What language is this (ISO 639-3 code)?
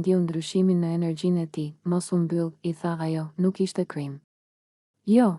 sqi